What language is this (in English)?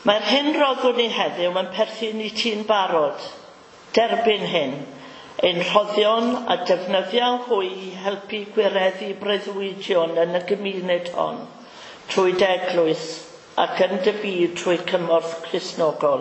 Welsh